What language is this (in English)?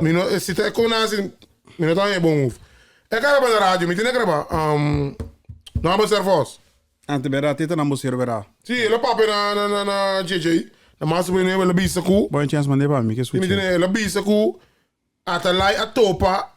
Papiamento